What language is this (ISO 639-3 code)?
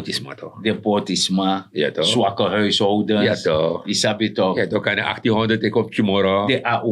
srn